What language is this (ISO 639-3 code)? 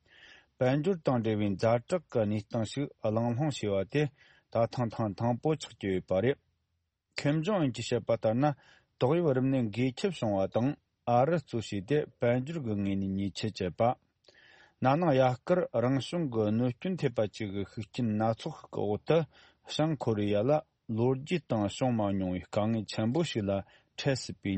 bod